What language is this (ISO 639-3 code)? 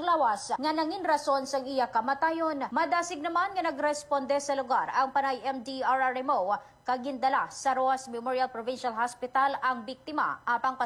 hil